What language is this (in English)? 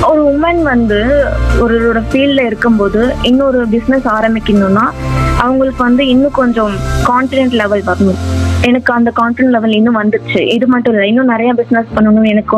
Tamil